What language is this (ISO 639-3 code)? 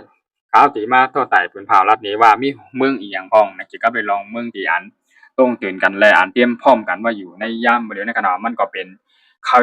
shn